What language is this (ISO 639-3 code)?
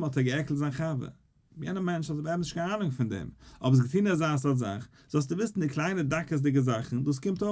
yid